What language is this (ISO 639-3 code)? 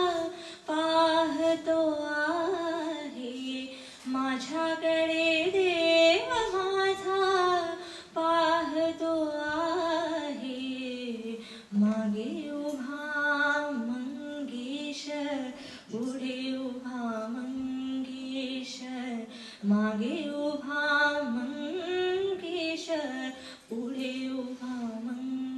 mar